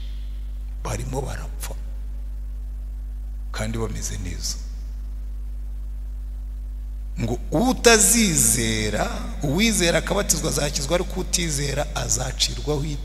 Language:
Kinyarwanda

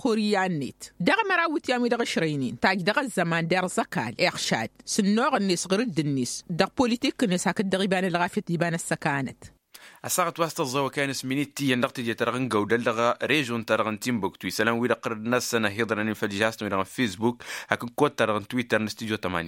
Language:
Tamasheq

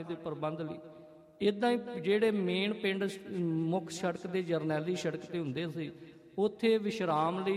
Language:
Punjabi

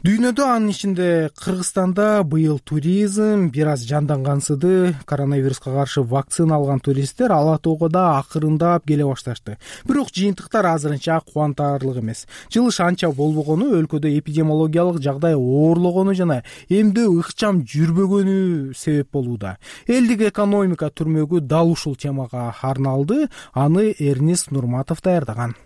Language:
Kyrgyz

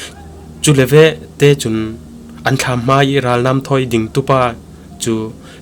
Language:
Falam Chin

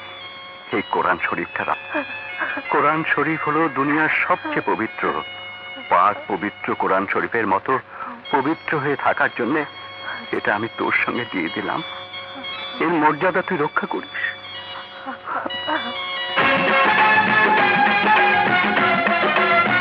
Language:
Bangla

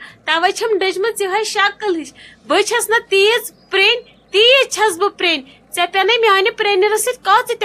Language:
Kashmiri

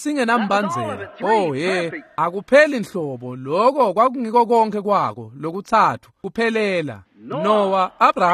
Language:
Swati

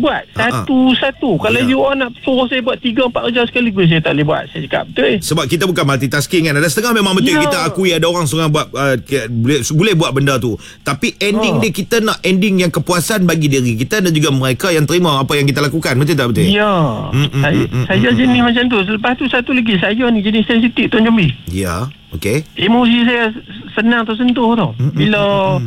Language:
Malay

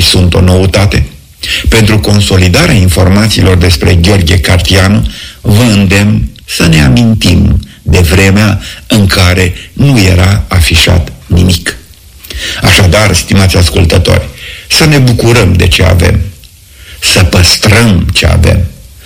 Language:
Romanian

